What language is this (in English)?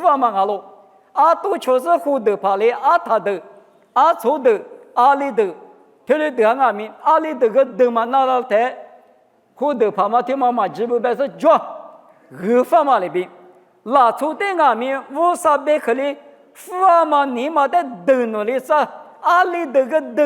Lisu